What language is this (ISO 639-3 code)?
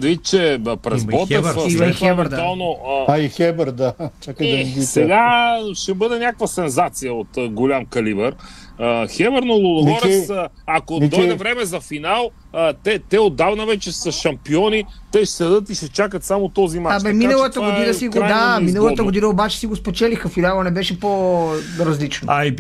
bul